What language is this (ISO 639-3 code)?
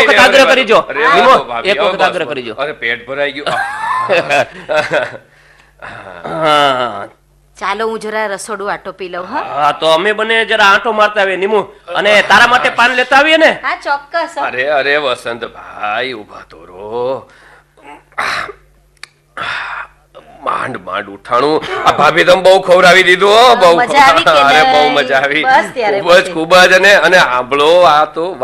guj